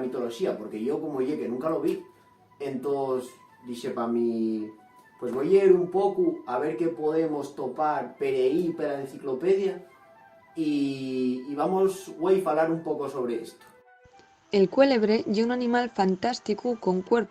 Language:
Asturian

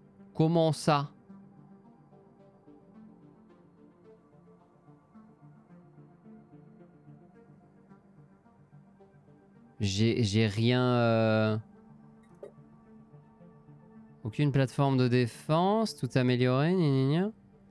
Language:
French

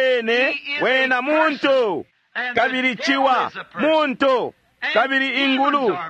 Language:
Bemba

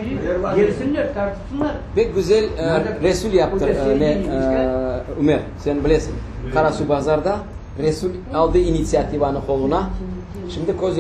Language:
Crimean Tatar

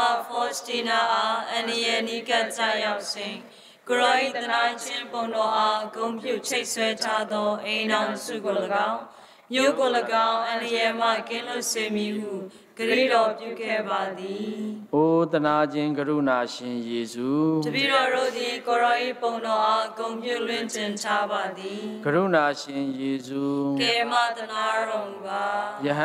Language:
Burmese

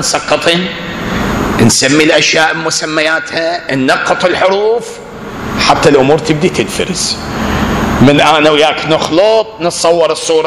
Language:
Mesopotamian Arabic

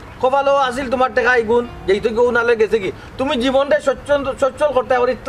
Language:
Sylheti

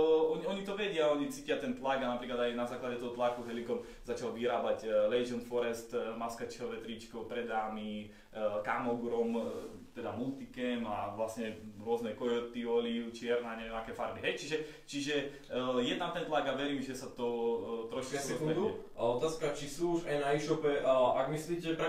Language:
Slovak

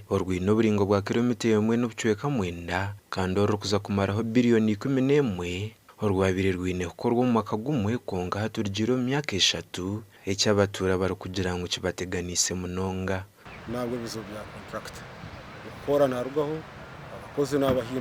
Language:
Nyankole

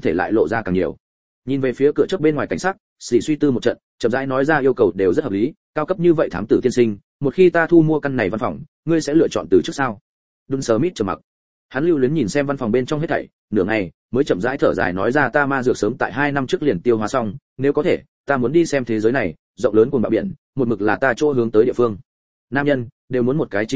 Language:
Vietnamese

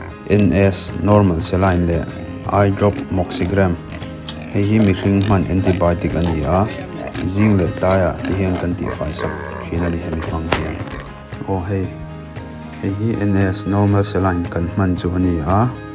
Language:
Mizo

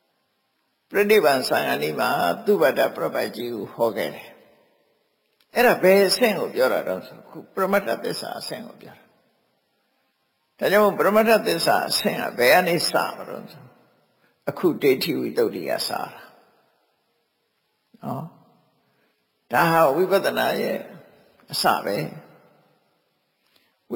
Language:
Burmese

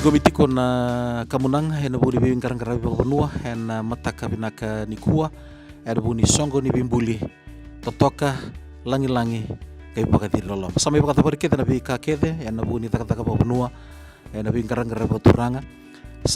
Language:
Fijian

